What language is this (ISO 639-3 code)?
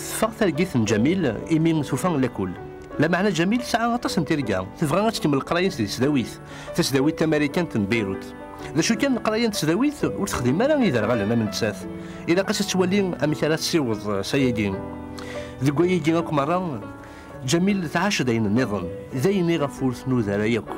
kab